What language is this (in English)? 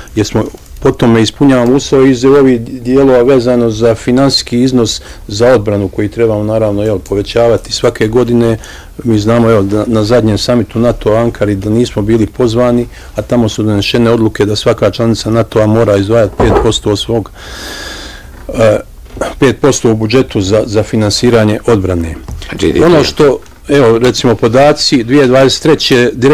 Bosnian